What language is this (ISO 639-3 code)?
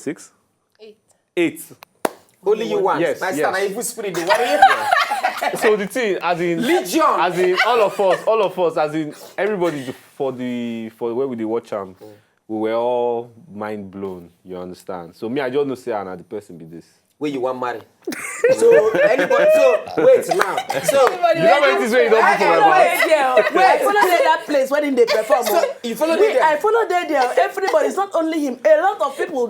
pcm